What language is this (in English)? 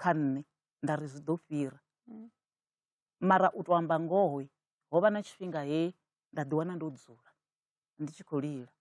Venda